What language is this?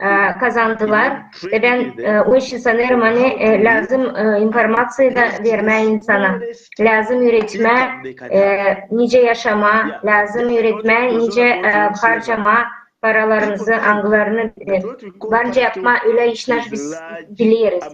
Gagauz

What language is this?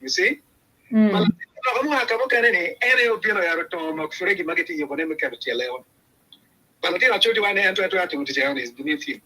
Acoli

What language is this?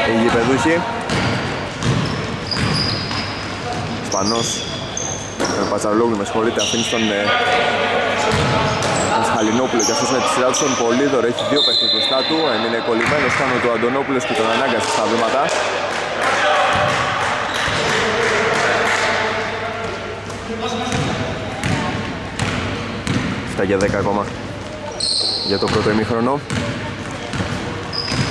Greek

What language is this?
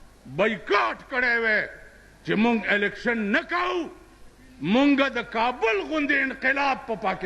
Pashto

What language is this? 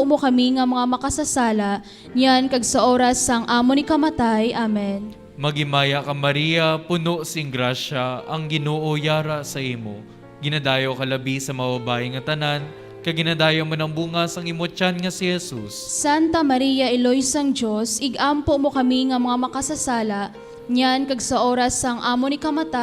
Hiligaynon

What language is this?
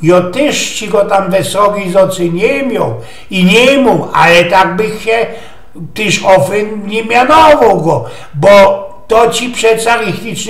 Silesian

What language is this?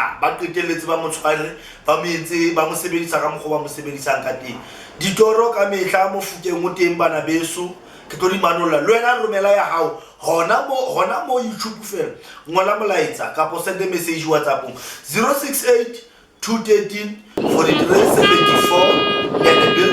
Southern Sotho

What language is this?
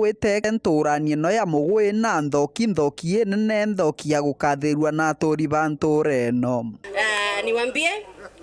Meru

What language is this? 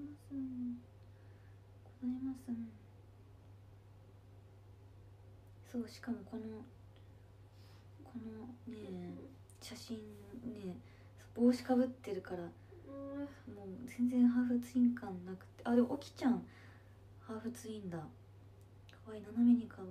Japanese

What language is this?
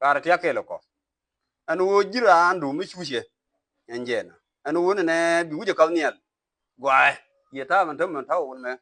Nuer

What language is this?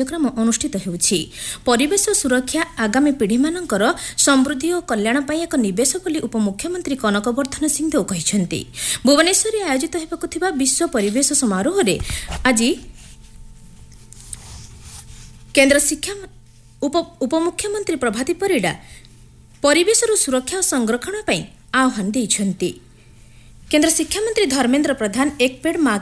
Odia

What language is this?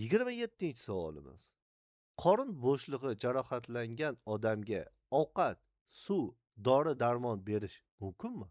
Uzbek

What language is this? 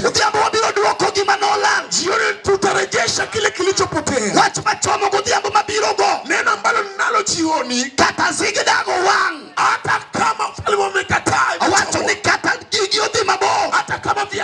Luo (Kenya and Tanzania)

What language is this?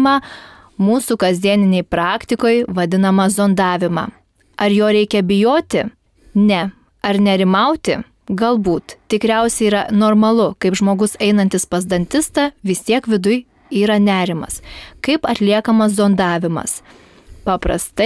Lithuanian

